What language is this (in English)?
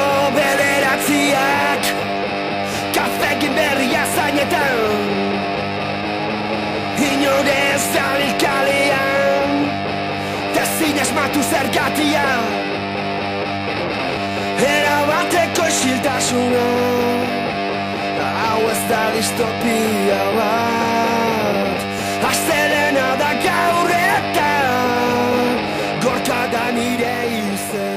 Basque